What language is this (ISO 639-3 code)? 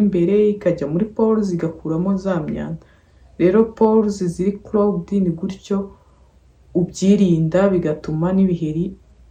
kin